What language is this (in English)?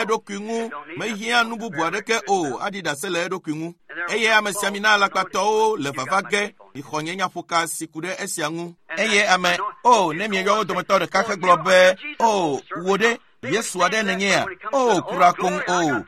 Ewe